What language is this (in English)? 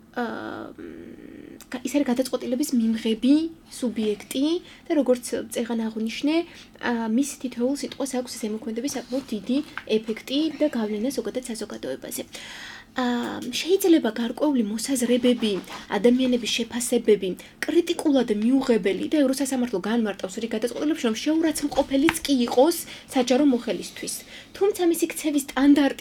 Georgian